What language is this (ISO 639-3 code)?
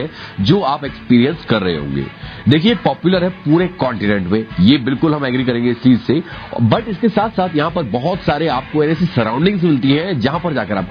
hin